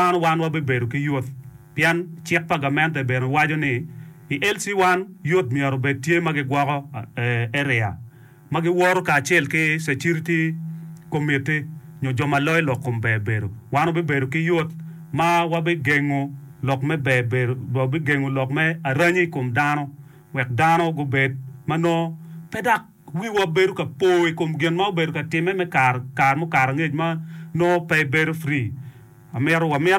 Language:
Acoli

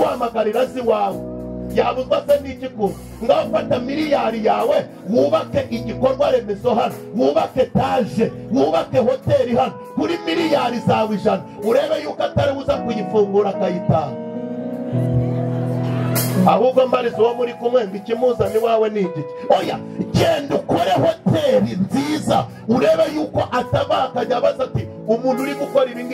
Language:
Kinyarwanda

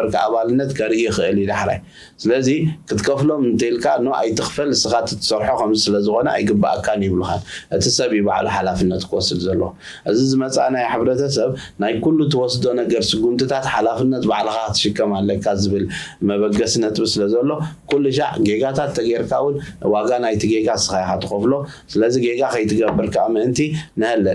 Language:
Tigrinya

